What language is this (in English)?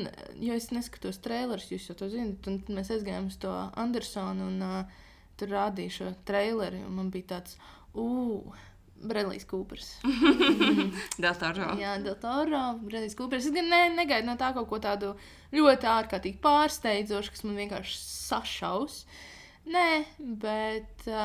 Latvian